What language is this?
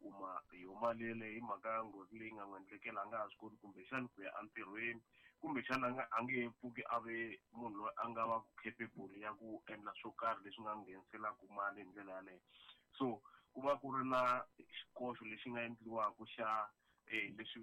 Tsonga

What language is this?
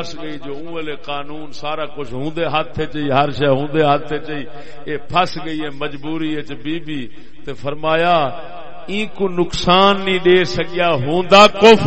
Saraiki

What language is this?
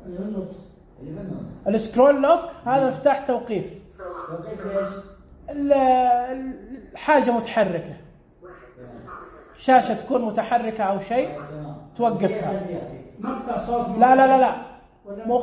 Najdi Arabic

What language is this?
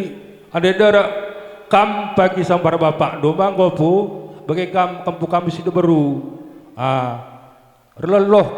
Batak Karo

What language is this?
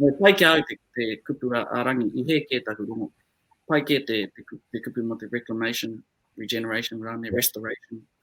Māori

